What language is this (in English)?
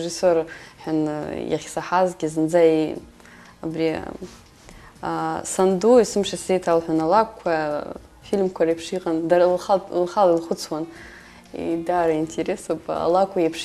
Abkhazian